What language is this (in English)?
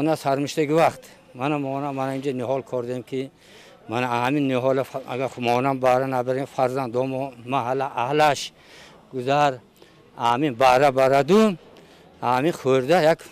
Tajik